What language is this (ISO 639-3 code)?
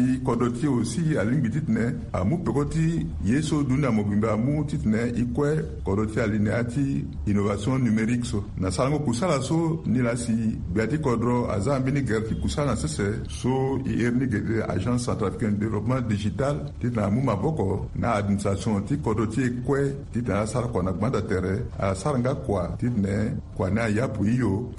sag